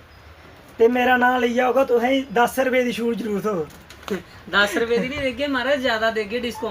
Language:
Dogri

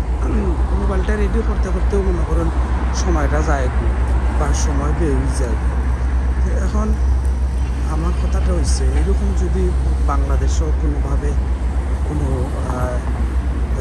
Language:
Sylheti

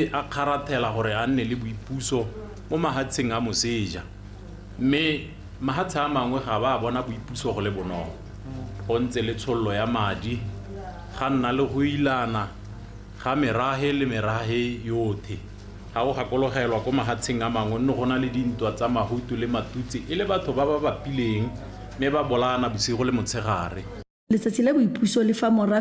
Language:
Tswana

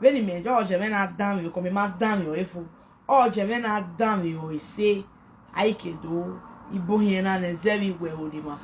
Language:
Nigerian Pidgin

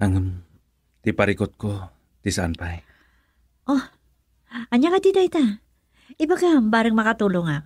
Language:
Iloko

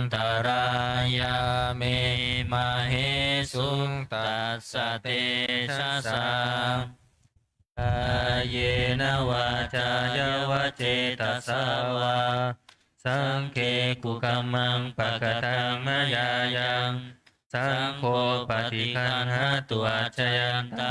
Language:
Pali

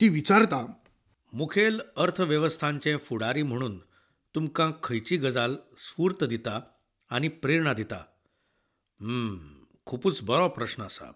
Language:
Konkani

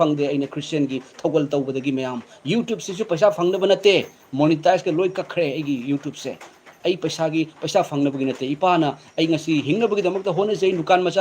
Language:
Manipuri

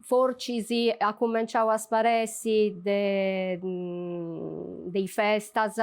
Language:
Sardinian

